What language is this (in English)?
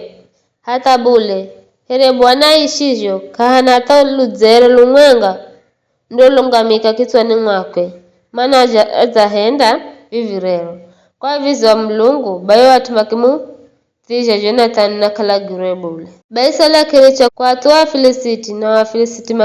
Giryama